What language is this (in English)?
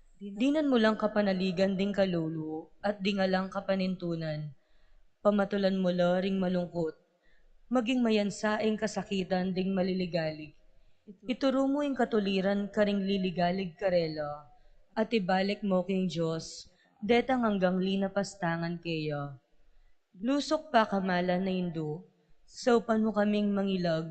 Pampanga